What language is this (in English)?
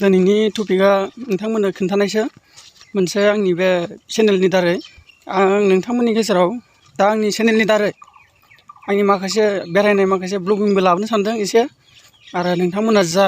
Bodo